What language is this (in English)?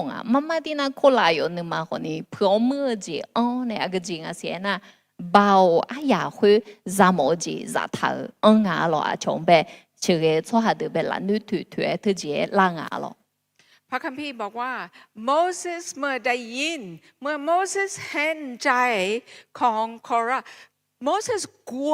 Akha